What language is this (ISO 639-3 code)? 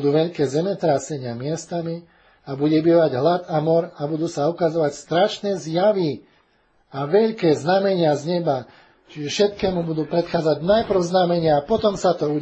slk